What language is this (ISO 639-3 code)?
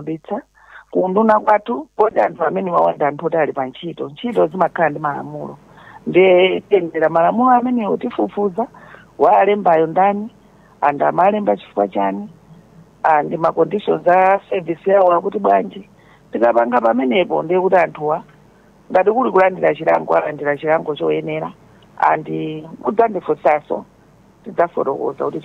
nya